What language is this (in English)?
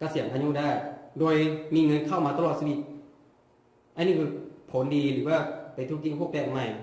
Lao